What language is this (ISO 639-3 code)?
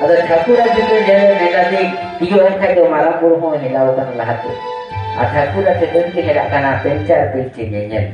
sat